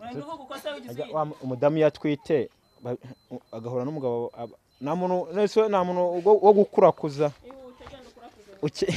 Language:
Kinyarwanda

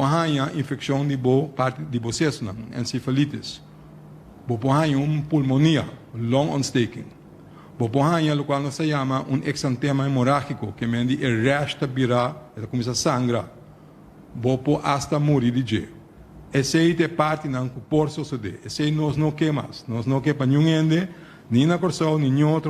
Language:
Papiamento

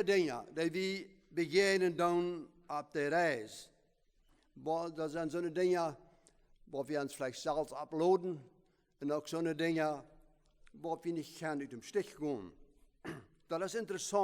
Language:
Plautdietsch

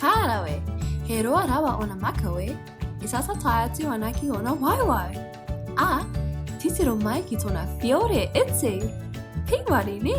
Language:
Māori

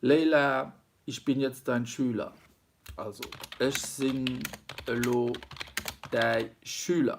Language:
Luxembourgish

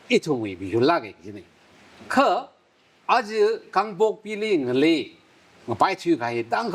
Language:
Tangkhul Naga (India)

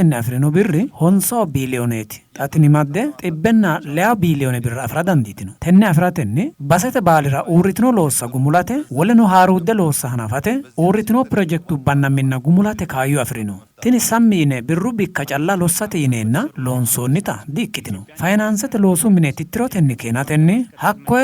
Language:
Sidamo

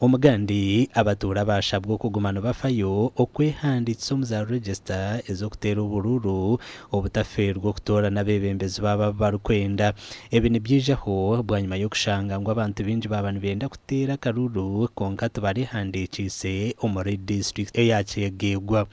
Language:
Nyankole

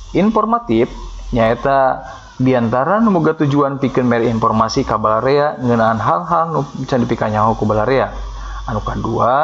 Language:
Sundanese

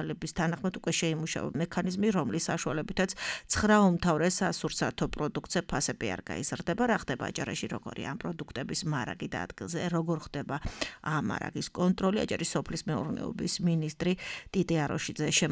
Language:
Georgian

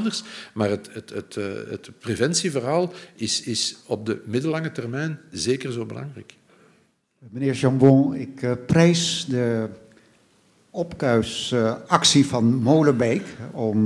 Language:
Dutch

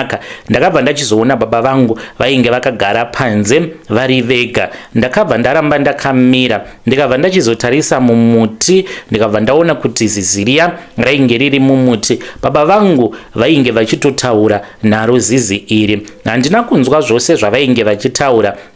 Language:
Shona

